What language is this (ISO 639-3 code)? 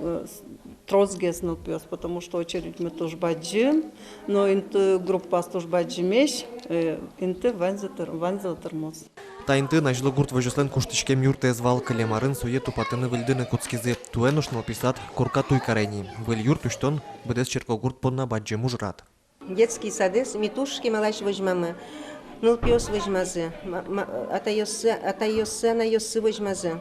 udm